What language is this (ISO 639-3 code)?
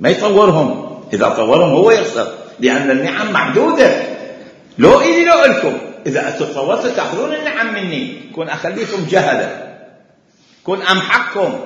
acm